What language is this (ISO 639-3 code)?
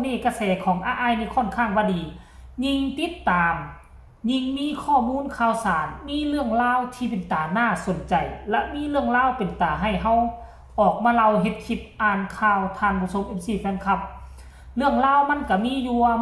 lao